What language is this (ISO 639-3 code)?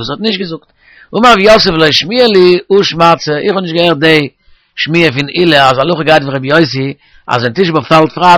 yid